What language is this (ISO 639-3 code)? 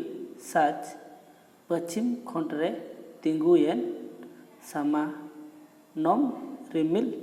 sat